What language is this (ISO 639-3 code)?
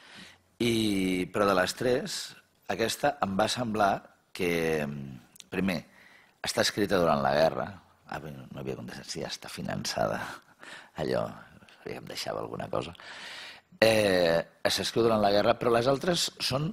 cat